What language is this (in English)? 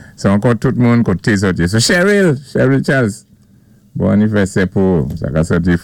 Saint Lucian Creole French